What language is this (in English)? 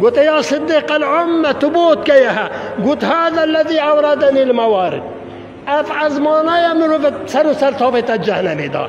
Kurdish